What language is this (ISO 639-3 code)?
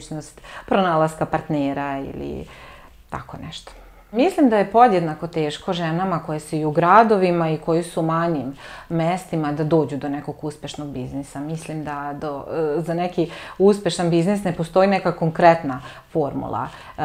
srp